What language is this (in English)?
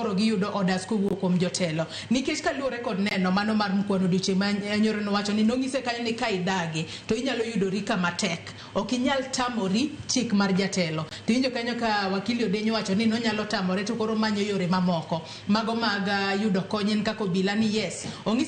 Luo (Kenya and Tanzania)